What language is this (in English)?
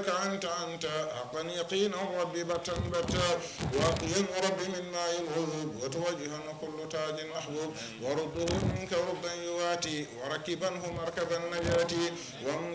Fula